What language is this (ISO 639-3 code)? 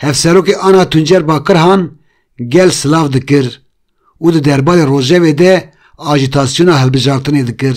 kur